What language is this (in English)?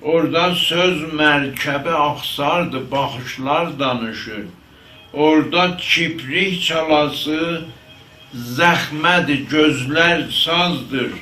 South Azerbaijani